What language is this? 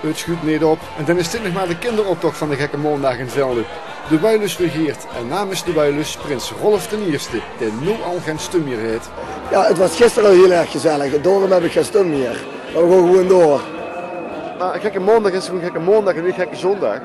Limburgish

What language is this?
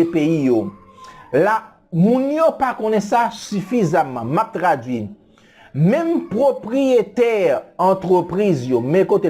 Haitian Creole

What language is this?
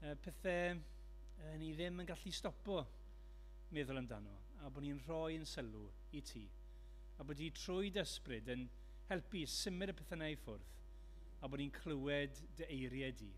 Welsh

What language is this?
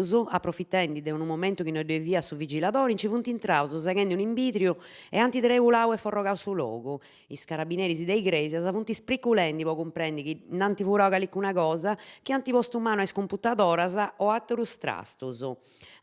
Sardinian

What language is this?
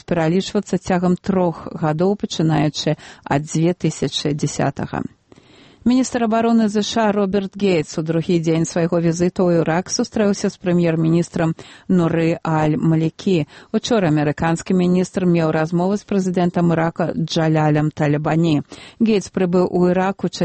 Belarusian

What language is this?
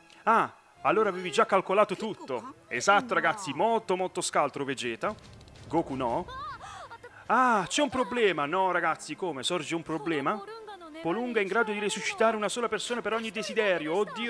Italian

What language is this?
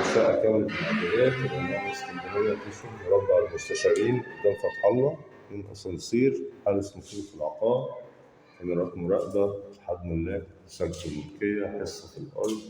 Egyptian Arabic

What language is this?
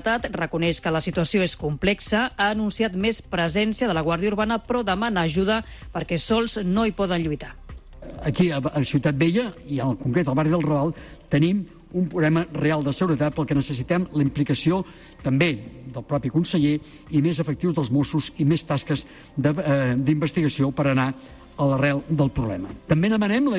Catalan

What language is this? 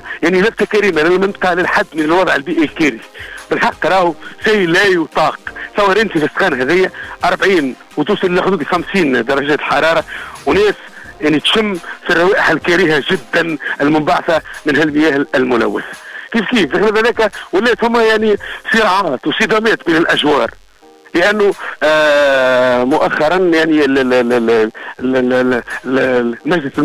Tunisian Arabic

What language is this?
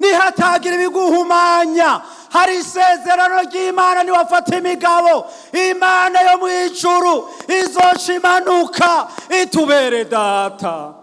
Rundi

